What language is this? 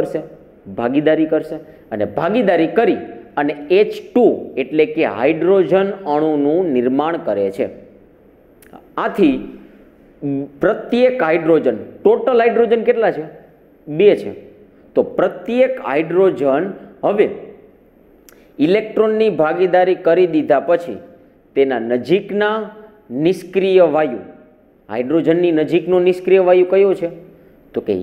Gujarati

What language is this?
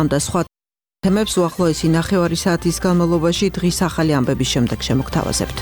Georgian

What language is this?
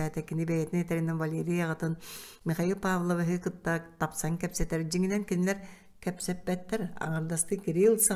Yakut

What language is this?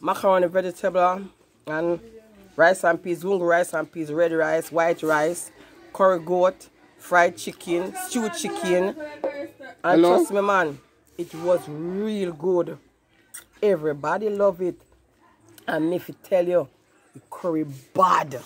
Jamaican Creole English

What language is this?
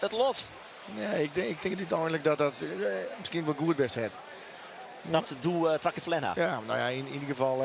Western Frisian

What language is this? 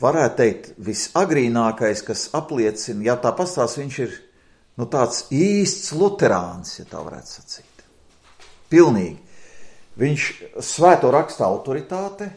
Latvian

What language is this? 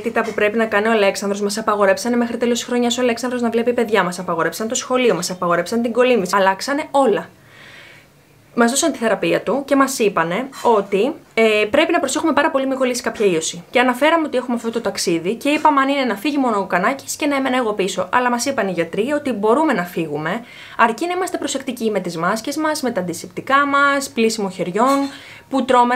Greek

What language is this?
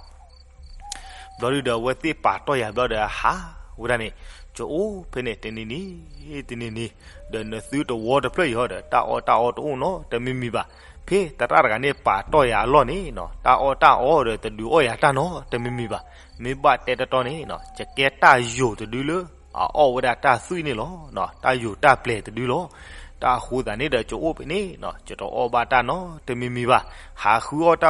S'gaw Karen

